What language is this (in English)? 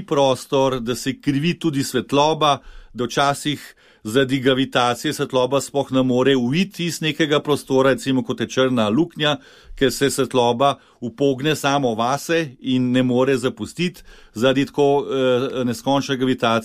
Slovenian